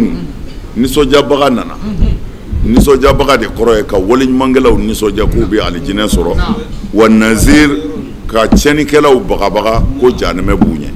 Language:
Bambara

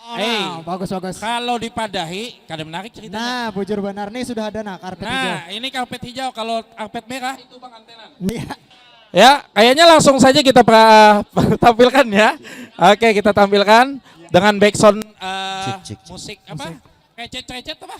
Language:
Banjar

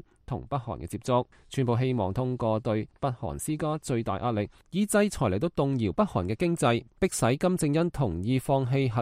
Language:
Cantonese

